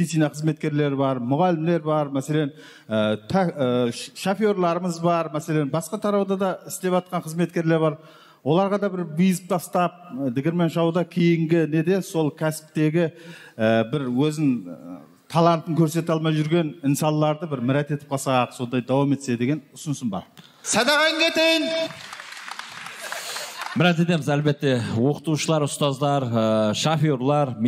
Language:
Kazakh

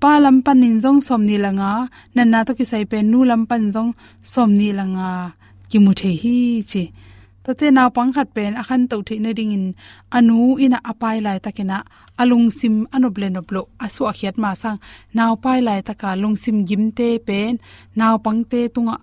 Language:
Tedim Chin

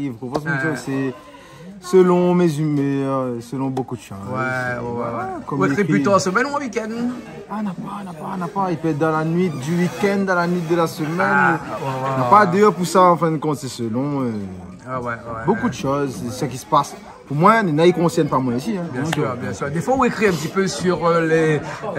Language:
Réunion Creole French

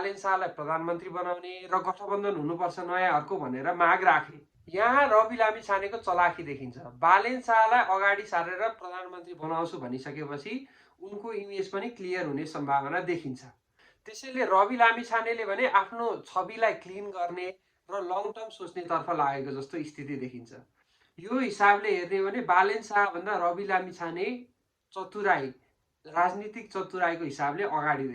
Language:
Nepali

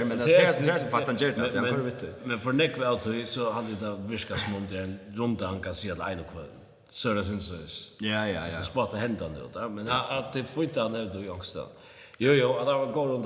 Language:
Faroese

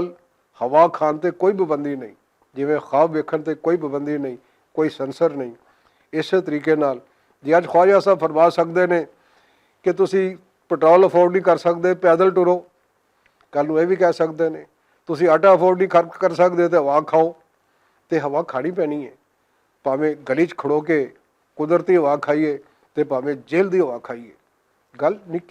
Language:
Western Panjabi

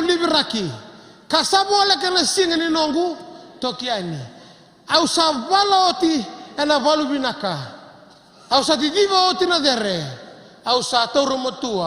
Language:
Fijian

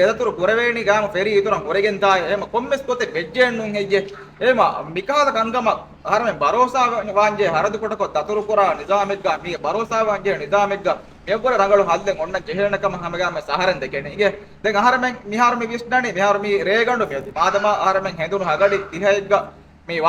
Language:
Divehi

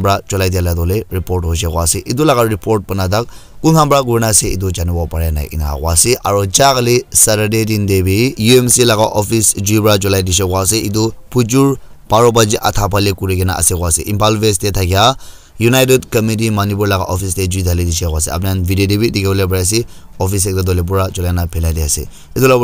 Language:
Naga Pidgin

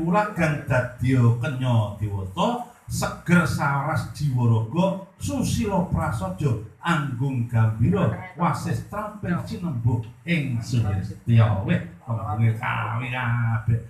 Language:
Javanese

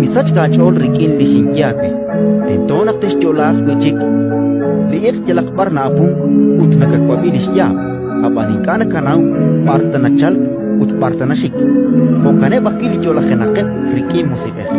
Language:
Kekchí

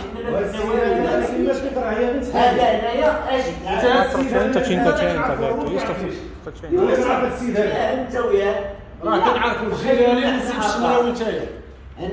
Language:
Moroccan Arabic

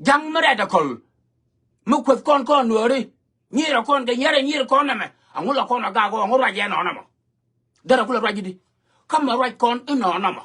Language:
Nuer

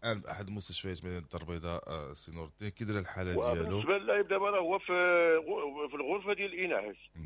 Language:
Moroccan Arabic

